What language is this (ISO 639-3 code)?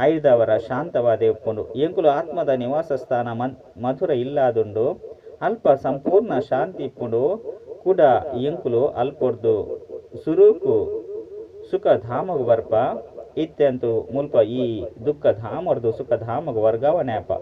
tcy